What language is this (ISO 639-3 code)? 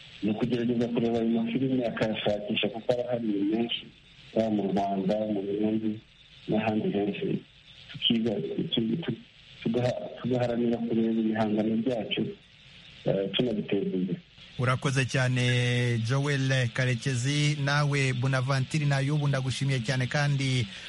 kin